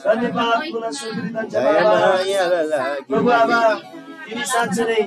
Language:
Eastern Tamang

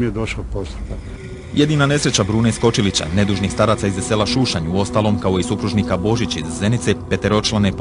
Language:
Bosnian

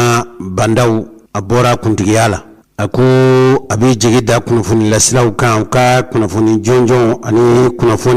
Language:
Bambara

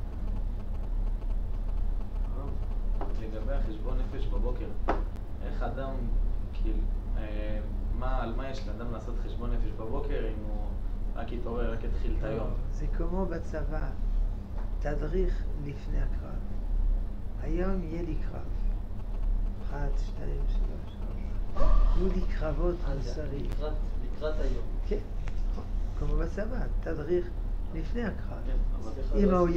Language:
Hebrew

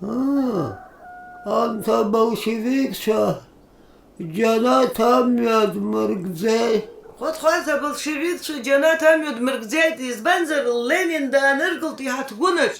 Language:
Abkhazian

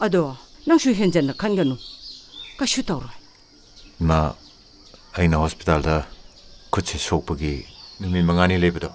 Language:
Manipuri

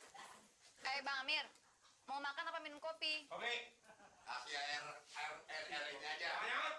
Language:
Betawi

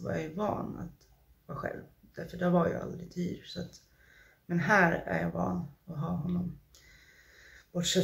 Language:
Swedish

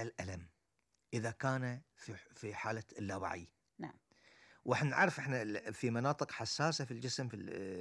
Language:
Gulf Arabic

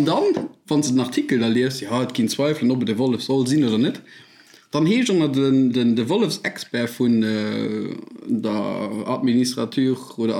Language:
Luxembourgish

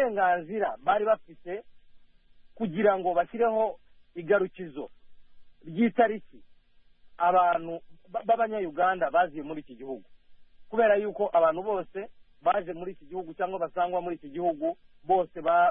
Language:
Kinyarwanda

